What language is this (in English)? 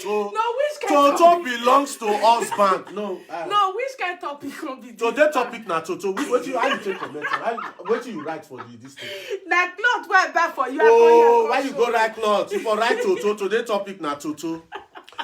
Nigerian Pidgin